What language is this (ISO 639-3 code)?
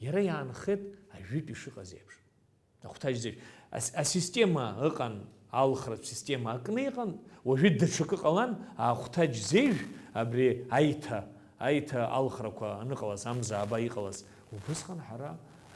abk